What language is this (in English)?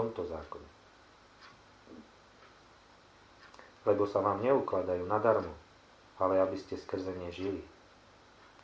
Slovak